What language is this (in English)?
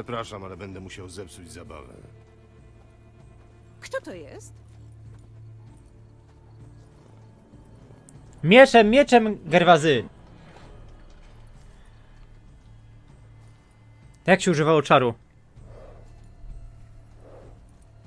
Polish